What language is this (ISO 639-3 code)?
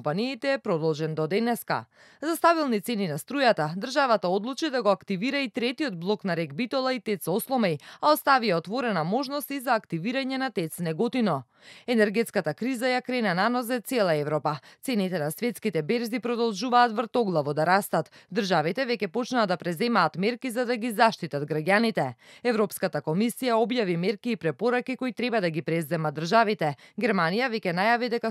mkd